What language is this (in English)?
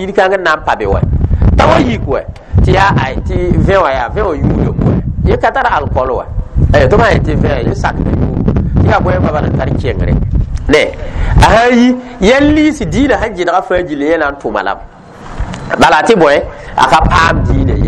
Mossi